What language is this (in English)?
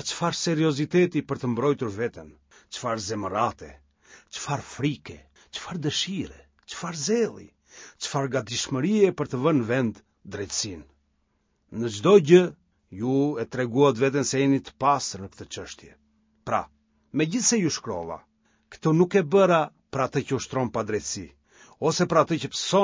Albanian